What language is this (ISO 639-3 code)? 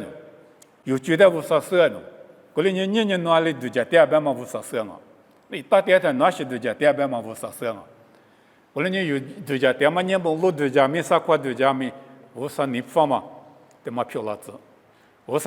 lis